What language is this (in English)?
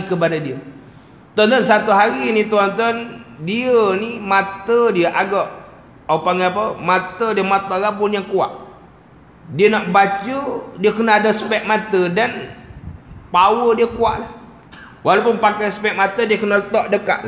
Malay